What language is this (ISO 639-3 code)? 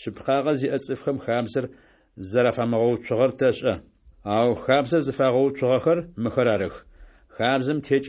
ady